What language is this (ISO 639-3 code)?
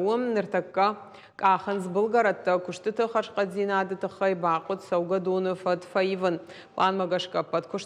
oss